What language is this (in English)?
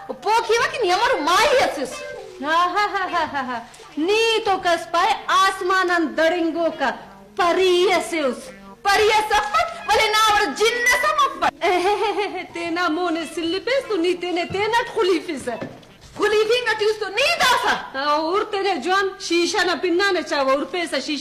Brahui